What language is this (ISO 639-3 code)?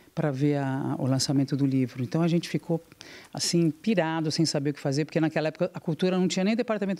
por